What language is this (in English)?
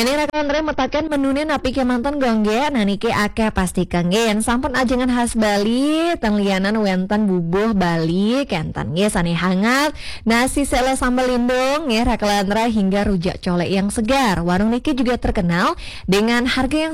Balinese